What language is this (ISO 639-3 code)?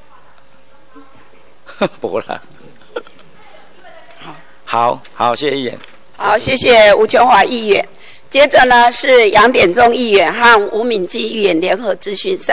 zho